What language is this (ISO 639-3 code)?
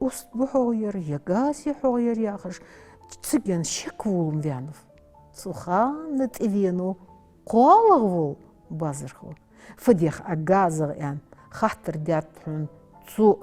inh